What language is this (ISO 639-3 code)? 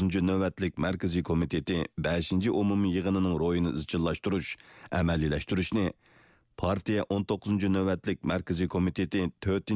uig